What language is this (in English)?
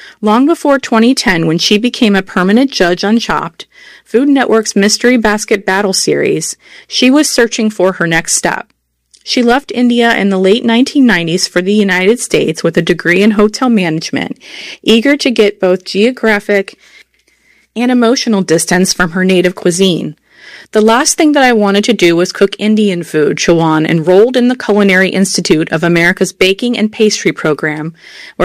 English